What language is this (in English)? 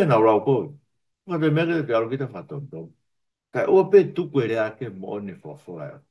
Tongan